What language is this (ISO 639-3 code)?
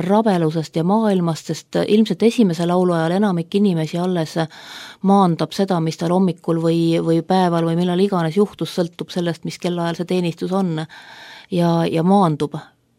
est